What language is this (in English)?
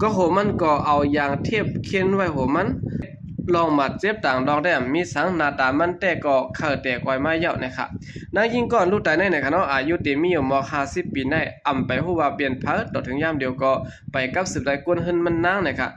Shan